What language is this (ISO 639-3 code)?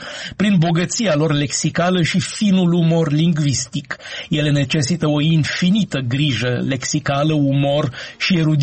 ron